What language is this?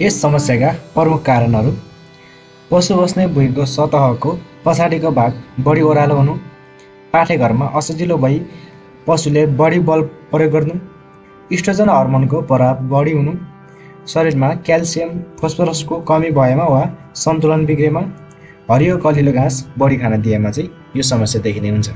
Nepali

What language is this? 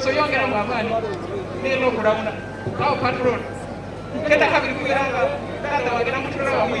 Soga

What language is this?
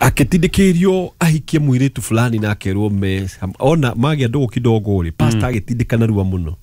Kikuyu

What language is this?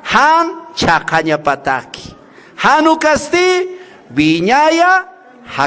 Aymara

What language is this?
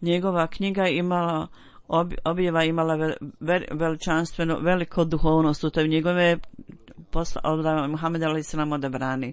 Bosnian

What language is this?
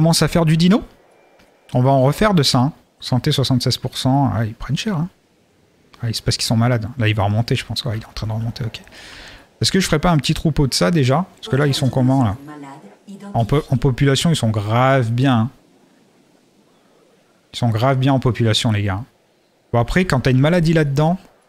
French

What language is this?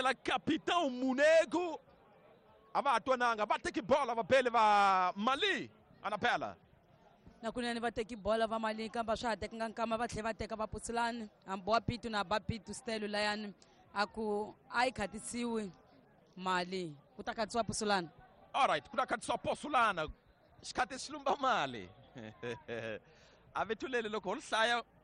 Tsonga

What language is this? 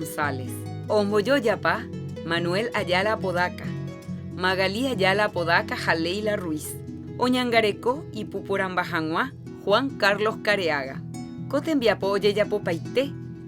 Guarani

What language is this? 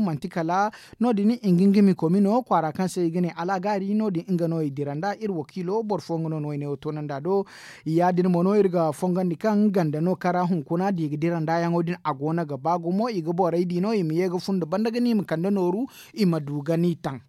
Zarma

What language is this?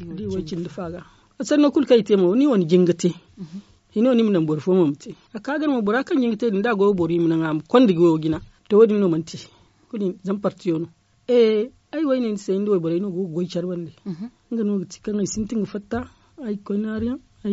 Zarma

